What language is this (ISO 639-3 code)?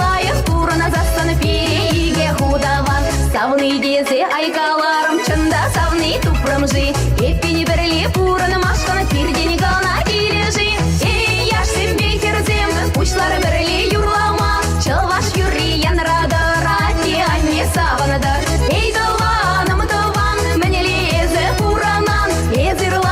chv